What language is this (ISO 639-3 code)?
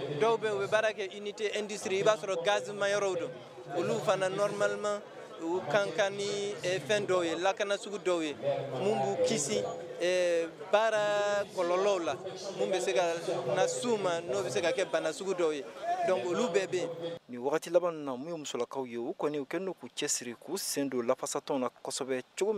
bam